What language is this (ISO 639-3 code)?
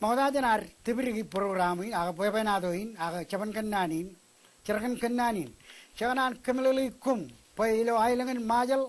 mah